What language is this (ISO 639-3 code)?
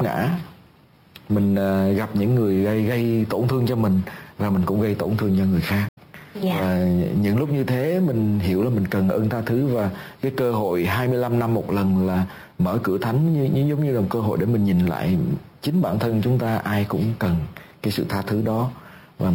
vie